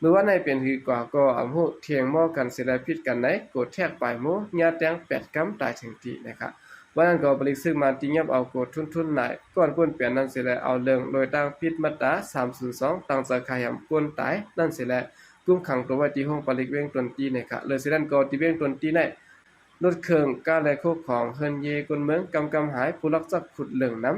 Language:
Shan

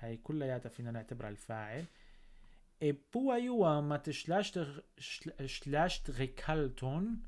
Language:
North Levantine Arabic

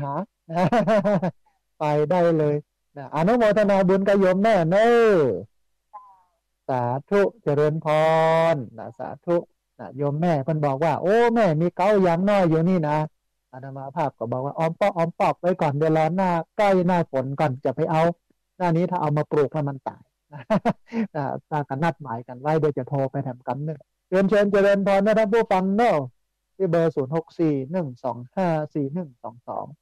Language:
Thai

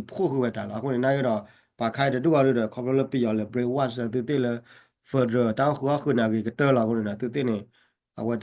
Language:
S'gaw Karen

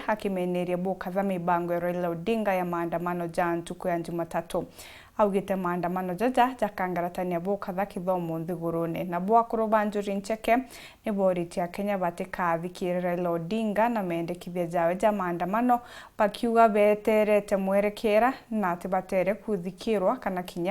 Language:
Meru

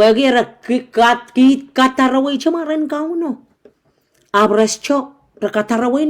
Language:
Pohnpeian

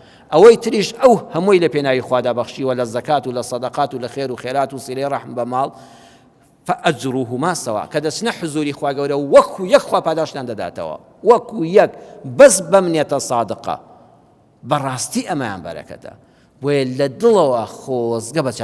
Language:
Central Kurdish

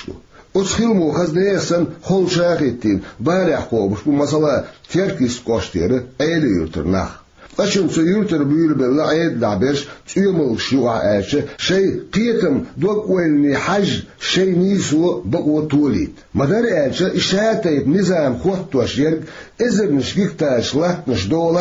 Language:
Chechen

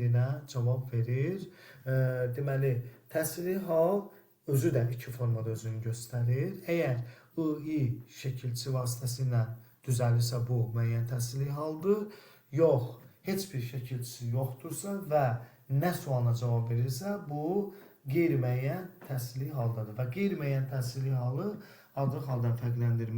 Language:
Azerbaijani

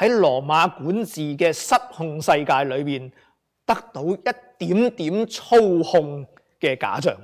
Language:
Cantonese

